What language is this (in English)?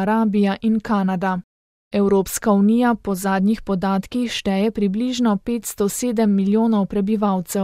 Slovenian